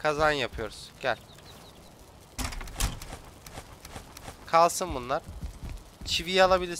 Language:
Turkish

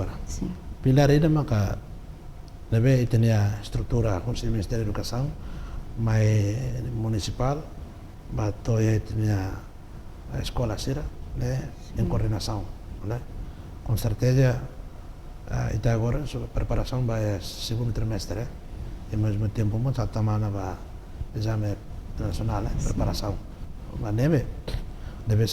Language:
Tetum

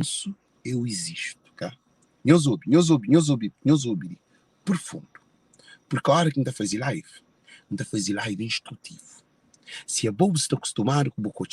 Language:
Kabuverdianu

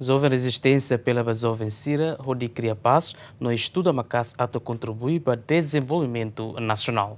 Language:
Tetum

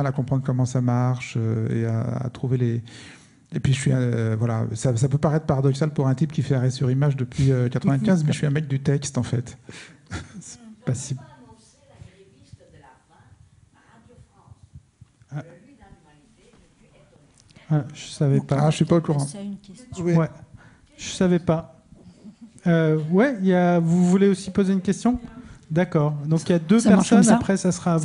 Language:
French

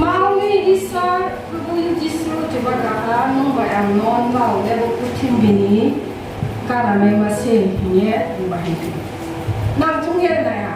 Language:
Riang (India)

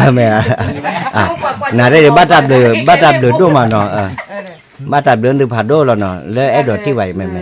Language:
S'gaw Karen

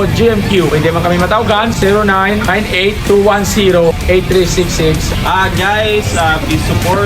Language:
Hiligaynon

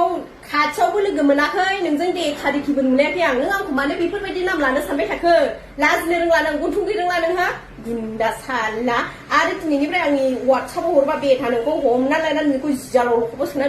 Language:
Bodo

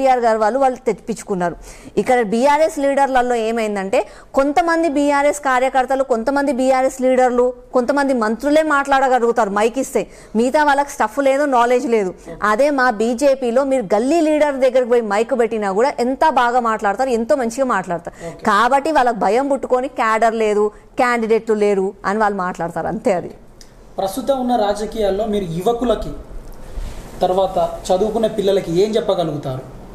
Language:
Telugu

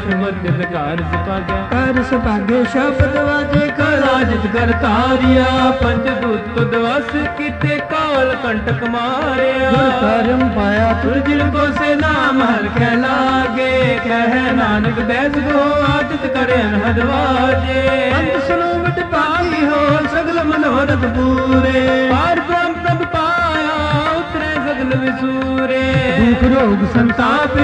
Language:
Punjabi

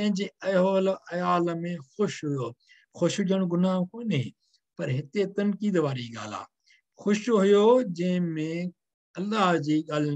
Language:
Sindhi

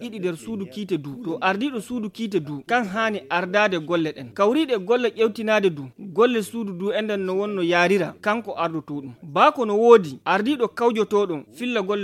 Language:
Estonian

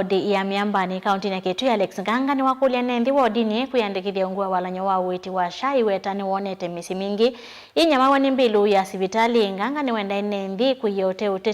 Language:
Kamba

